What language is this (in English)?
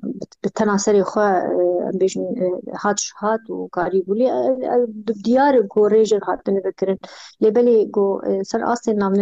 Kurdish